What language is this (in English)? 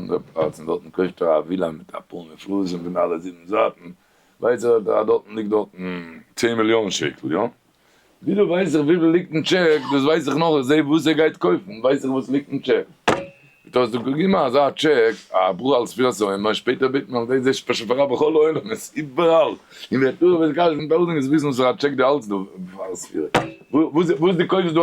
Yiddish